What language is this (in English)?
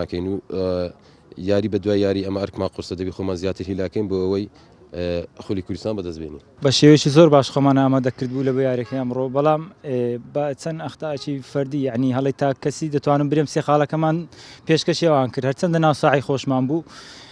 Central Kurdish